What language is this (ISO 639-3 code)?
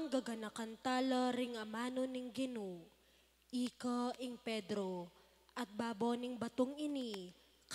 pam